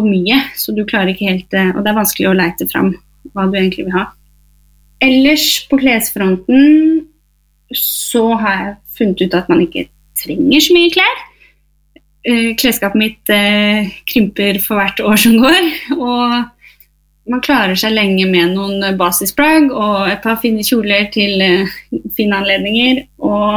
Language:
Norwegian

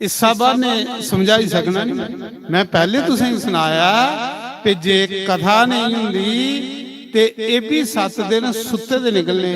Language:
Dogri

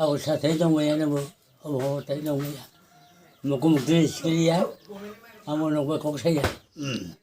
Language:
Kok Borok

